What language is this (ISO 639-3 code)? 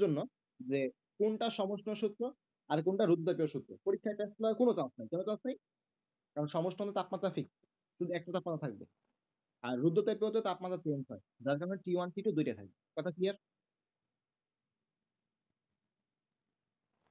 ben